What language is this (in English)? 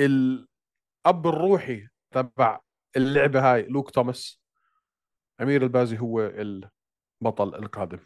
North Levantine Arabic